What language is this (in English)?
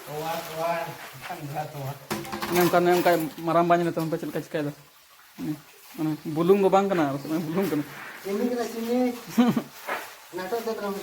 Santali